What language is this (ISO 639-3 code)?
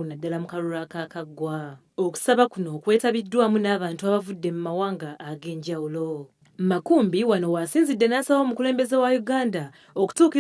lug